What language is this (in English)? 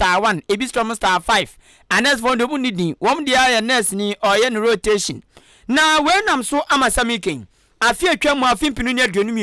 Akan